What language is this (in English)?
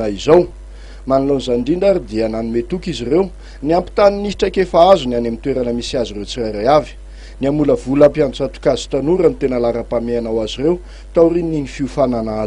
Malagasy